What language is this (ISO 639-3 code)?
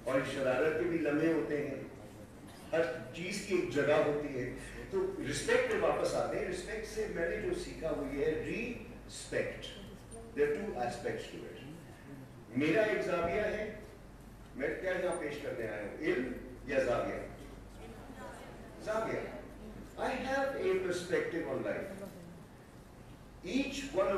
urd